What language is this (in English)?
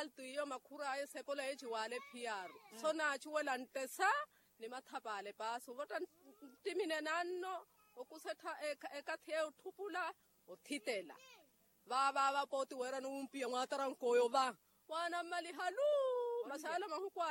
Makhuwa